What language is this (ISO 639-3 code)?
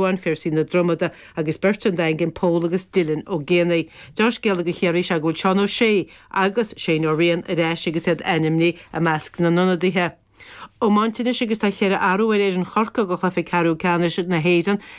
gle